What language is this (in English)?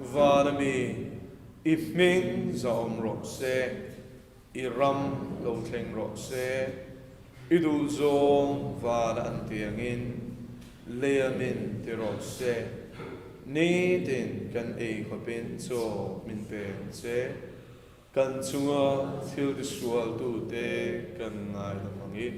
Mizo